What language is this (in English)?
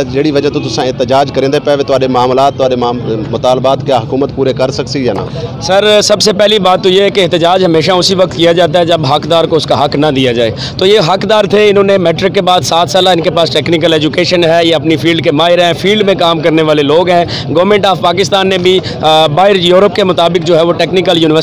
Saraiki